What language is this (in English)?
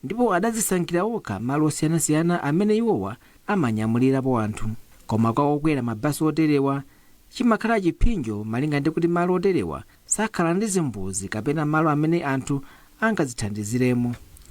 Nyanja